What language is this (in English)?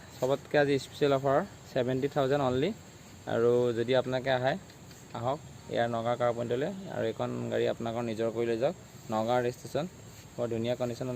Assamese